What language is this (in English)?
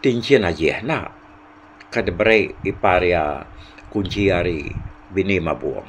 Iban